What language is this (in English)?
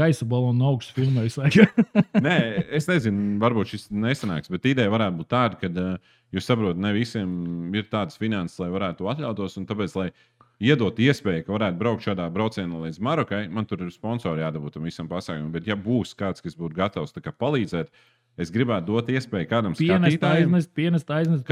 Latvian